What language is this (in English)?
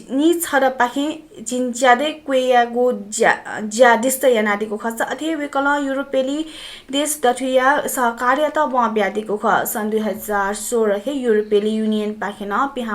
Newari